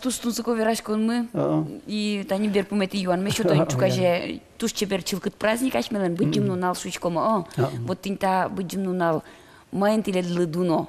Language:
Udmurt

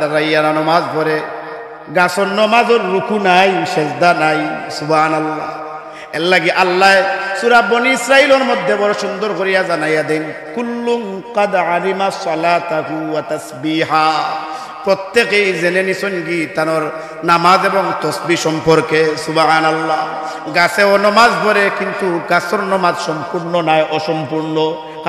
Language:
Sylheti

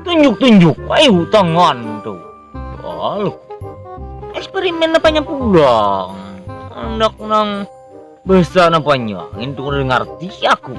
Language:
Banjar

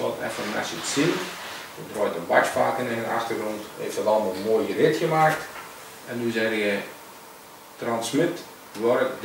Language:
Dutch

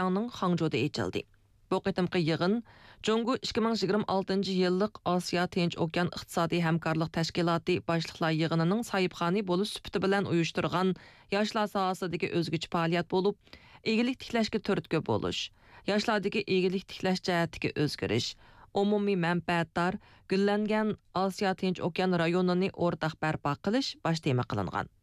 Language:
Uyghur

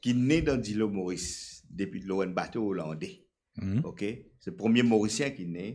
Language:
Morisyen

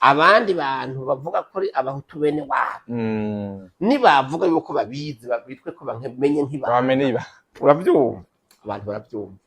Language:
Rundi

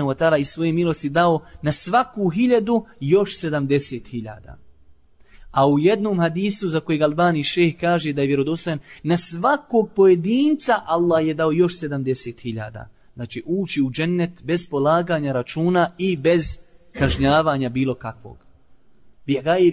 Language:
Bosnian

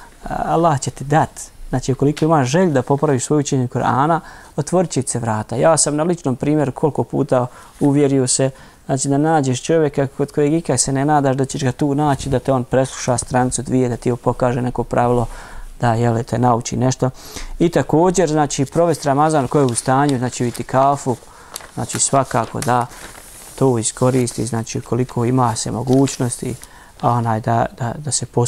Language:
Bosnian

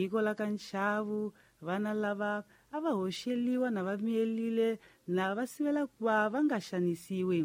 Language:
Tsonga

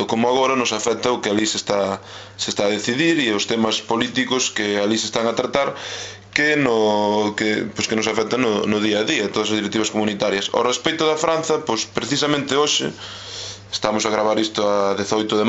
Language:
Galician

